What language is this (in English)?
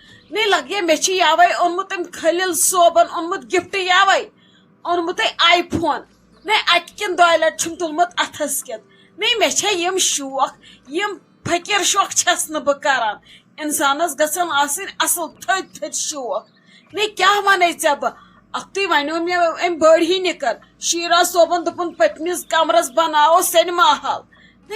Kashmiri